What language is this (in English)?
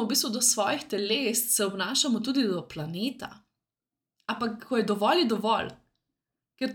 Slovenian